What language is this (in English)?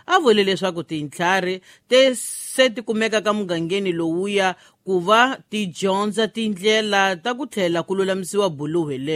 Tsonga